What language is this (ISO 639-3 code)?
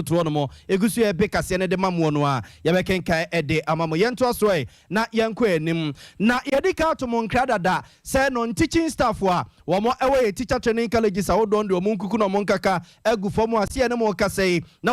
aka